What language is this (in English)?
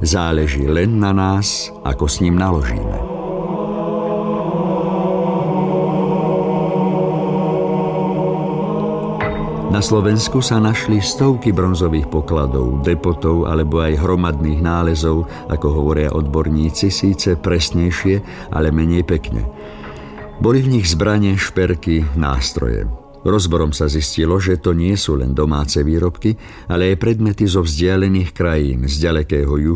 Slovak